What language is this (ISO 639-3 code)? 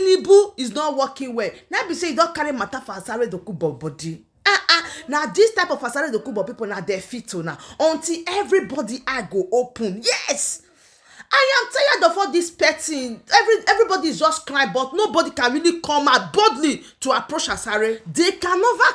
pcm